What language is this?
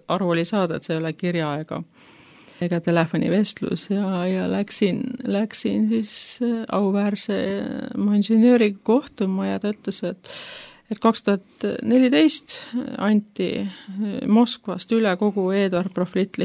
Estonian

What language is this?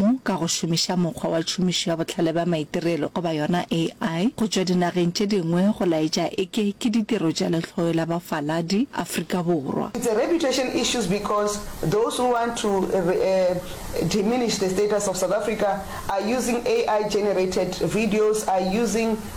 Northern Sotho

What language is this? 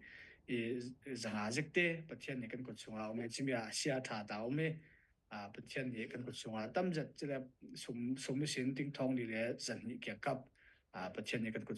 Falam Chin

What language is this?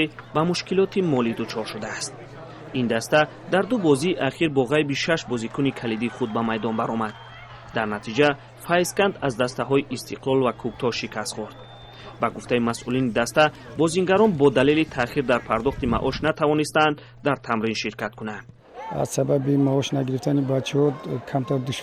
Tajik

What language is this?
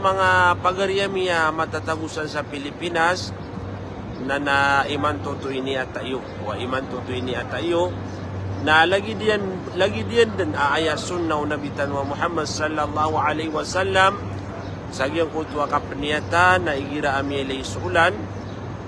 Maranao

